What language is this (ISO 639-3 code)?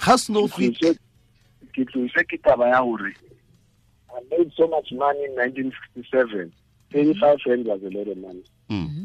tsn